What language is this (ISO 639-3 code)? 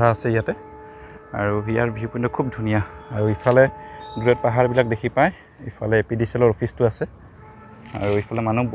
asm